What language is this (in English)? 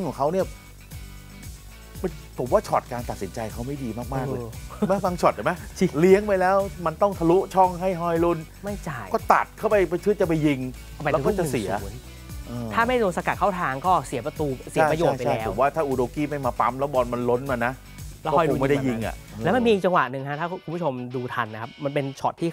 Thai